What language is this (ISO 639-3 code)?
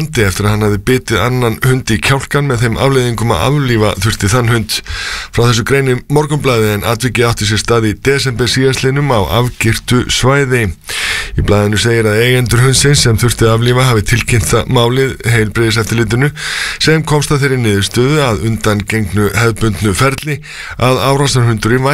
isl